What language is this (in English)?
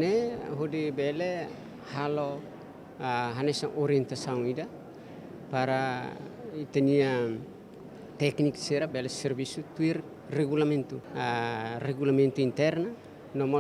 Tetum